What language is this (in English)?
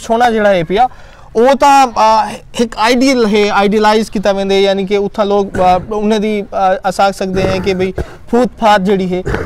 Saraiki